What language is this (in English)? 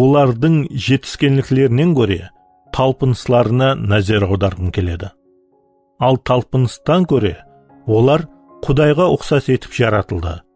Kara-Kalpak